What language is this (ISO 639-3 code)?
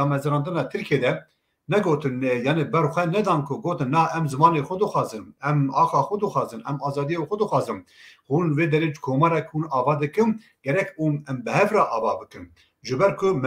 kur